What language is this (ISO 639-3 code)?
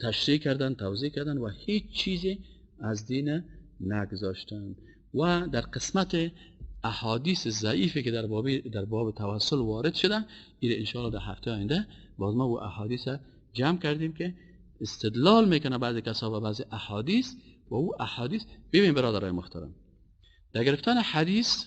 fas